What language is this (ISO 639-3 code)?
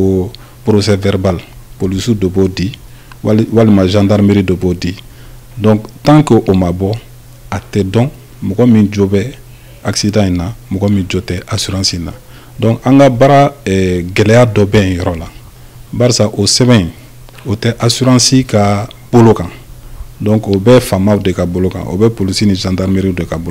bam